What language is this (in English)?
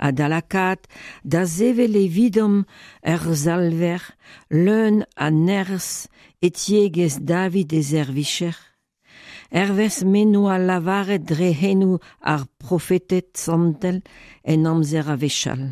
Breton